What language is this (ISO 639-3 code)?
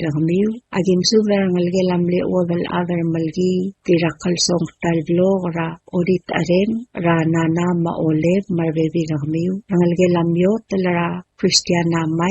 pau